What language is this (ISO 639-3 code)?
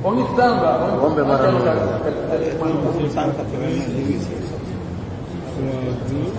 fuf